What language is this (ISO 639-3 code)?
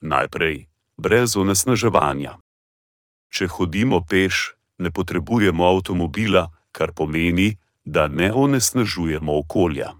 slv